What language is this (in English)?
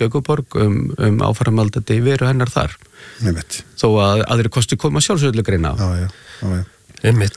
Icelandic